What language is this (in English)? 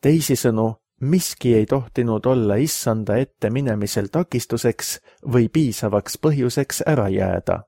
Estonian